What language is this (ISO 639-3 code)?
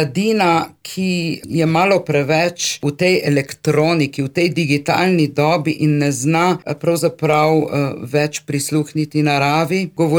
slv